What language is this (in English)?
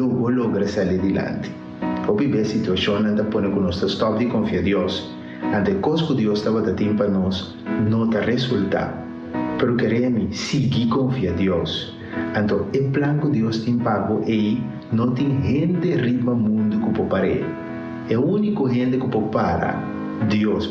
Papiamento